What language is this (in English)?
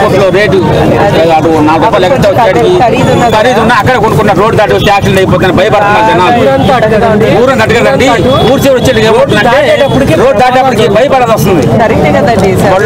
Telugu